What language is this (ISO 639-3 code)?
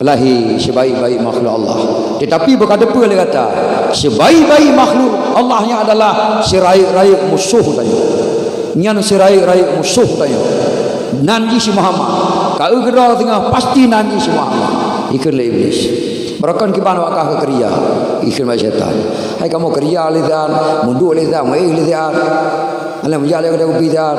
ace